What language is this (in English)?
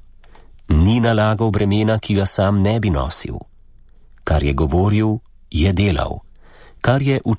Slovenian